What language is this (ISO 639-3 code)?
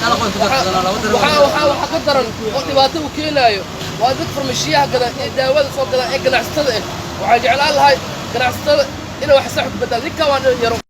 som